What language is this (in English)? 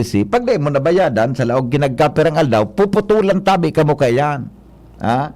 Bikol